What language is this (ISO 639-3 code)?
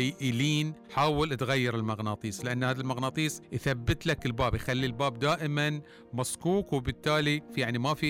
afb